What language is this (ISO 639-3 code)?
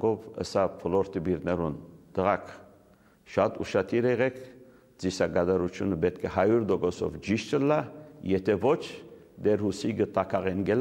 hye